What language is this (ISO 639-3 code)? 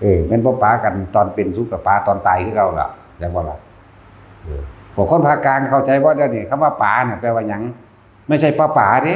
tts